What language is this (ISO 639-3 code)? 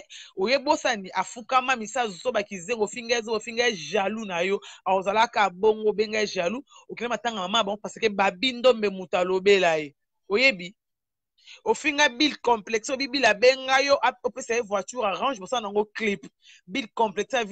lin